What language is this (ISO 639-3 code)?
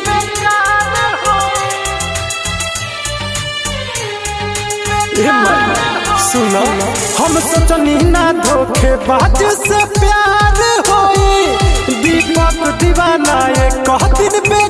bho